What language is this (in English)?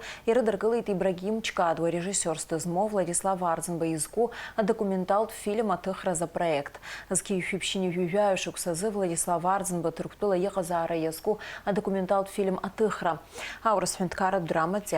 Abkhazian